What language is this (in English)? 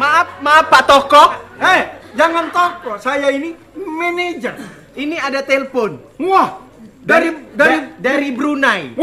Musi